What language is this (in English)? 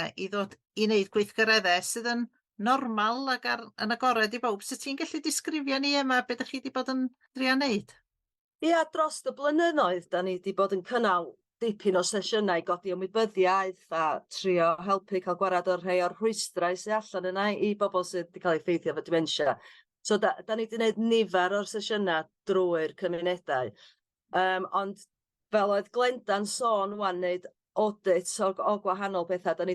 Welsh